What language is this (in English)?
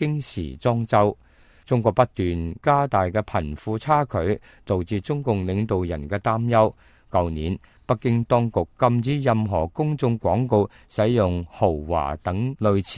Cantonese